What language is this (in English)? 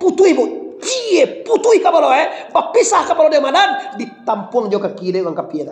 Minangkabau